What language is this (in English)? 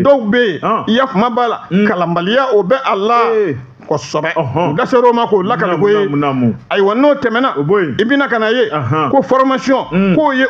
Bambara